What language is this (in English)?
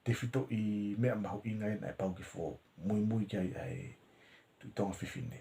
Tongan